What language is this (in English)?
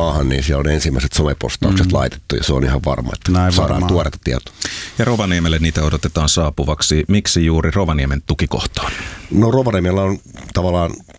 Finnish